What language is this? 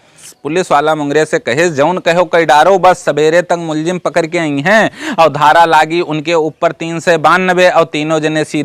Awadhi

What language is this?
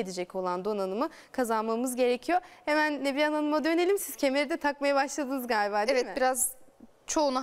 Turkish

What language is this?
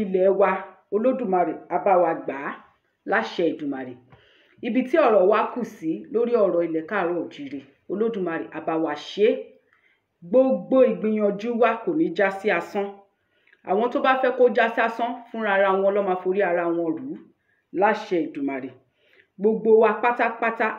Yoruba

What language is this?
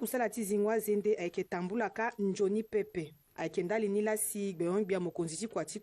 Sango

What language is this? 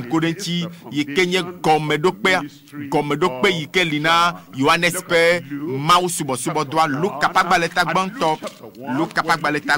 Ewe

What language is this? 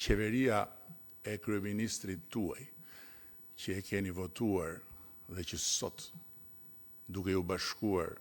Albanian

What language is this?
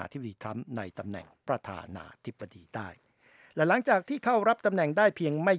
Thai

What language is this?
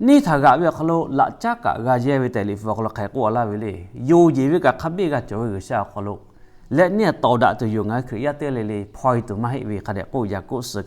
Lahu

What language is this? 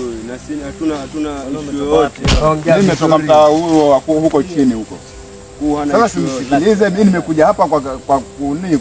Swahili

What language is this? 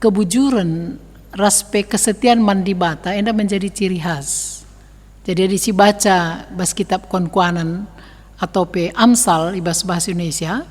Batak Karo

